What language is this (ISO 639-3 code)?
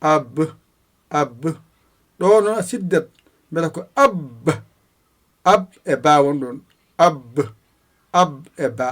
ful